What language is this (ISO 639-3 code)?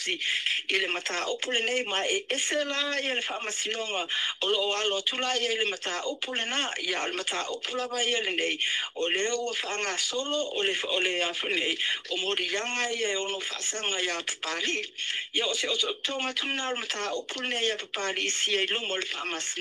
smo